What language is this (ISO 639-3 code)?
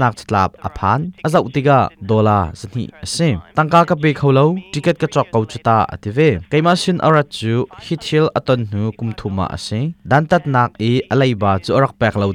cnh